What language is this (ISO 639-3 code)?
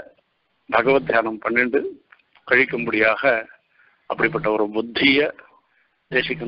tam